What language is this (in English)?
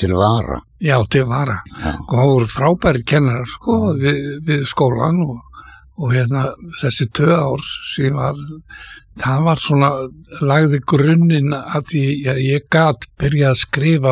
Icelandic